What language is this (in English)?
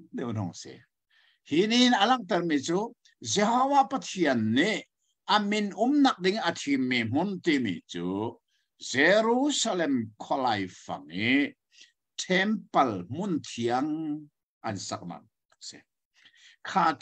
Hakha Chin